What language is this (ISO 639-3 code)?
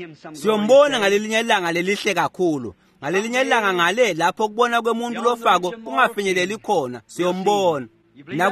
ssw